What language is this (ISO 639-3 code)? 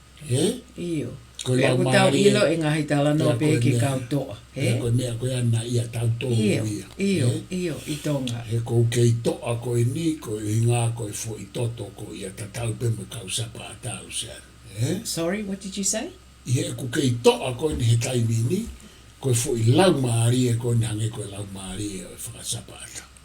ton